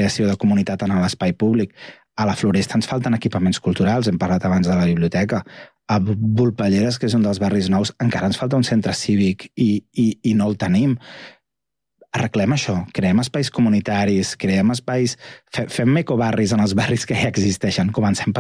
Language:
Catalan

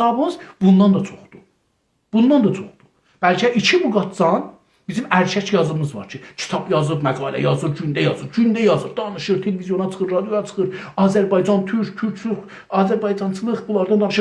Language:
South Azerbaijani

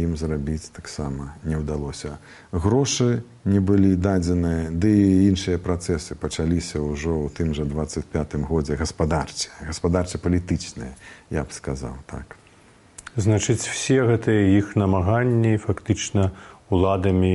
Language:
Belarusian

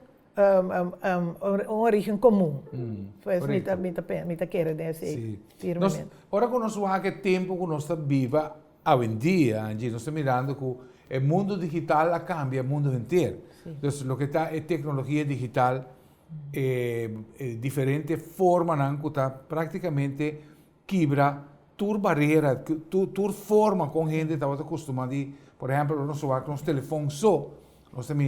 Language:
Papiamento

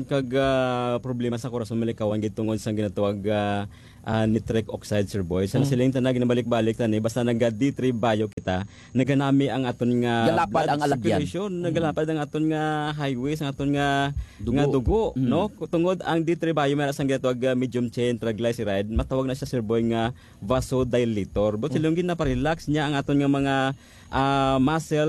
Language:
Hiligaynon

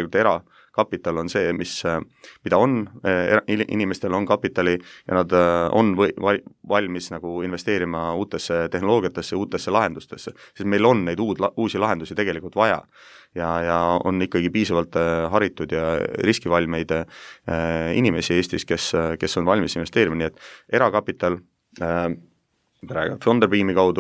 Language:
Estonian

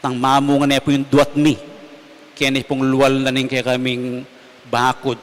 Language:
Pampanga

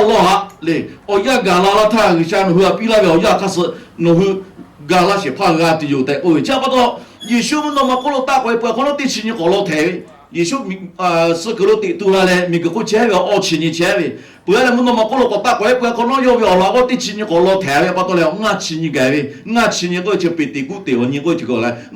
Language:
Lahu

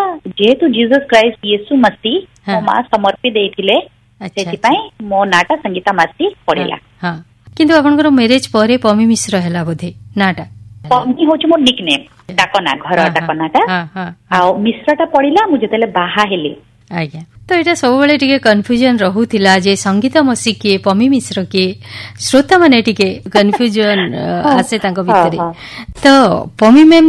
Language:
Odia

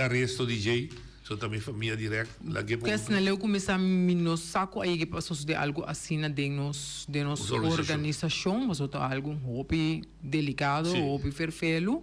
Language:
Papiamento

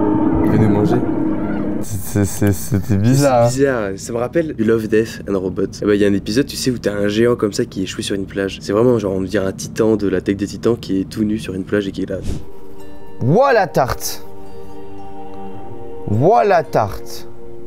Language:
French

